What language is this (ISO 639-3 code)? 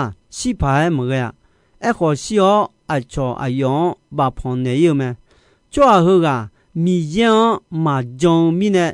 ahk